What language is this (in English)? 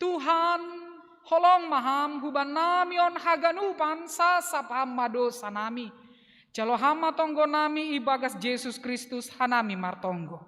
Batak Simalungun